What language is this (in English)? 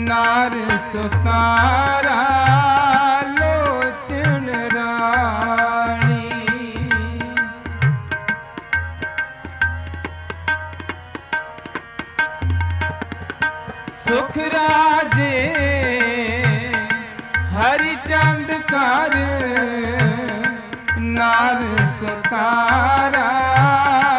Punjabi